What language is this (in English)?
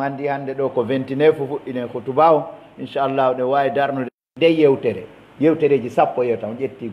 Pular